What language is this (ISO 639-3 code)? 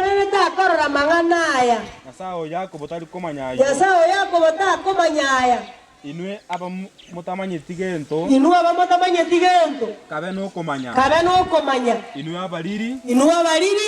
guz